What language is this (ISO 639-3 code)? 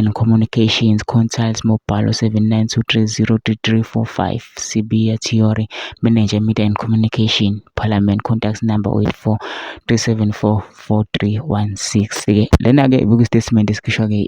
zul